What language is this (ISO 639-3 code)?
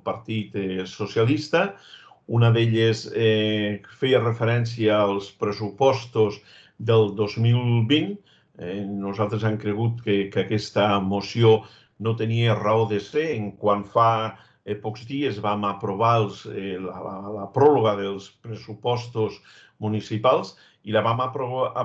cat